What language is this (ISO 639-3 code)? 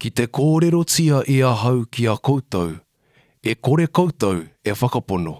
mri